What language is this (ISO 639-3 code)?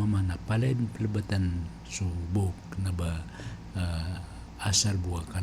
mrw